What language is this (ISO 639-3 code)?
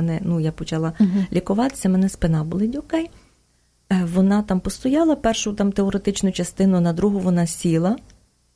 ukr